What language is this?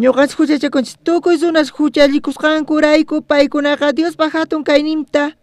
South Bolivian Quechua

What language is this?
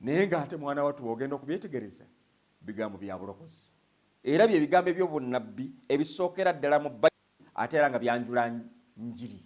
Ganda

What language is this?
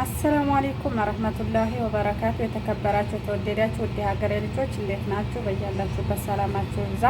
Amharic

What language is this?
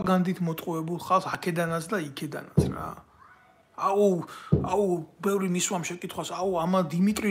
Georgian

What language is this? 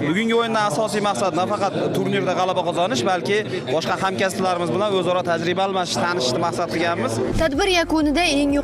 Uzbek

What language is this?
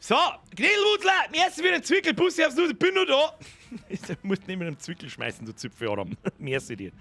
Bavarian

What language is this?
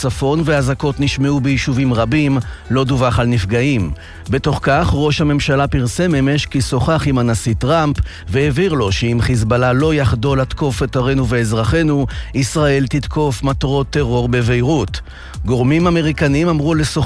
Hebrew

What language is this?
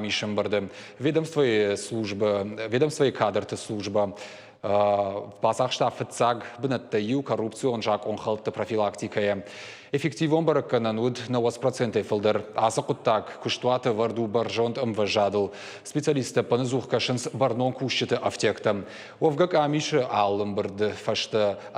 Ossetic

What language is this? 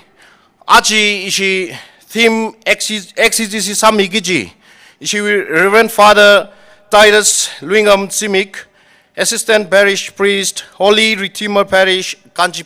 Tangkhul Naga (India)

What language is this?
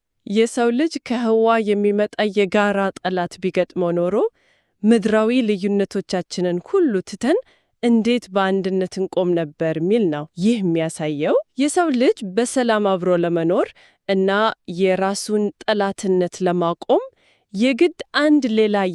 Amharic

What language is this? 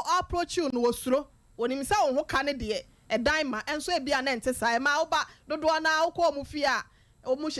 Akan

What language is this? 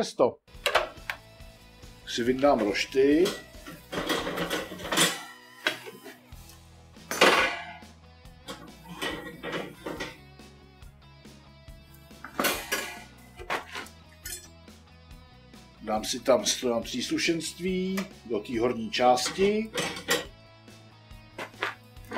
Czech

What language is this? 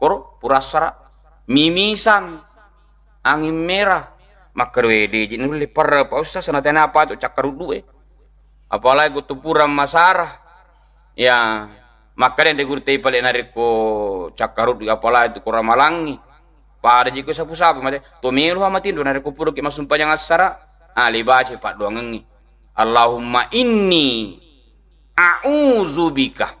Buginese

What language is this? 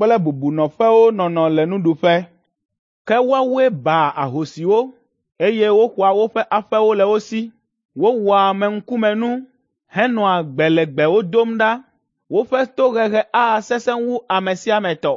Ewe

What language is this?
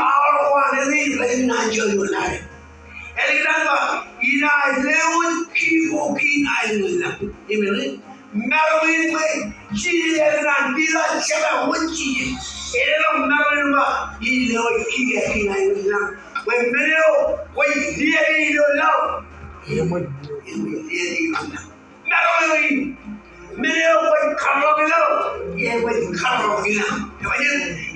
Marshallese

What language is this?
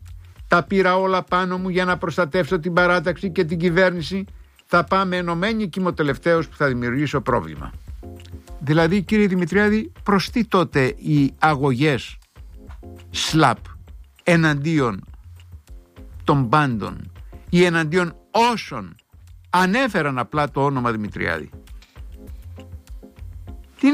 Greek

